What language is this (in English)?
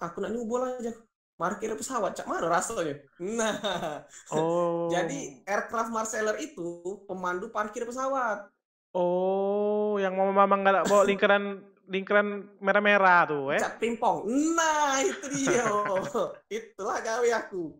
Musi